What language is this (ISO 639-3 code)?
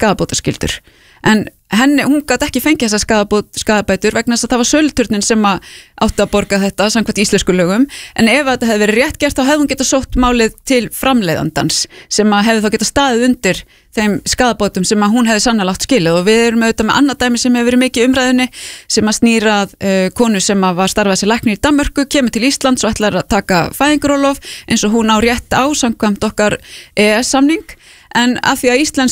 isl